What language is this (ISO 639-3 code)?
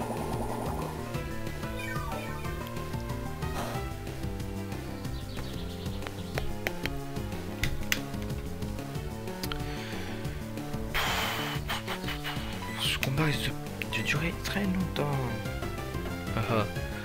fra